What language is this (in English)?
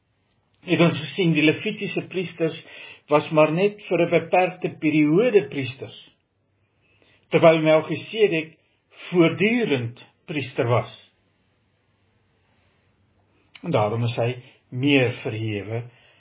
Afrikaans